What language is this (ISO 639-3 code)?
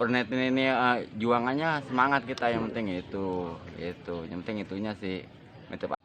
bew